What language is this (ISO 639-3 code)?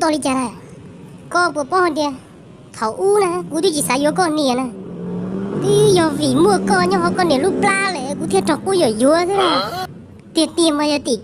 hmn